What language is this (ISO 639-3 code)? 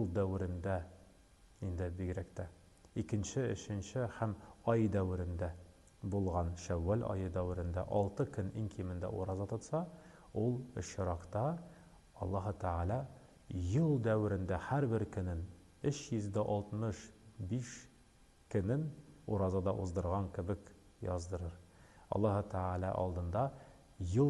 tat